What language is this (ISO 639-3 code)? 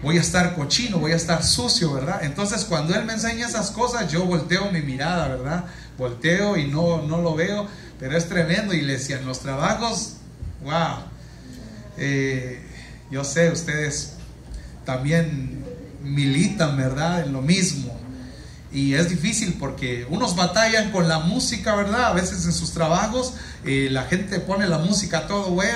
spa